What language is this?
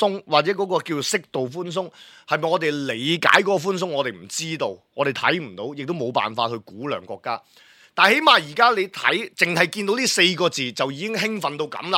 Cantonese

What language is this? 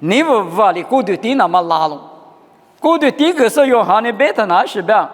Lisu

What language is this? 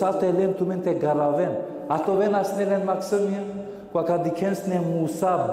Balkan Romani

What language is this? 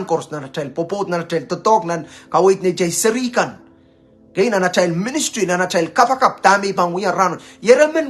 Pohnpeian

